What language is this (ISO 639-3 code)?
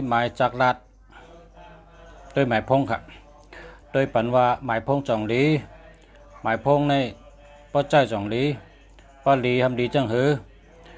shn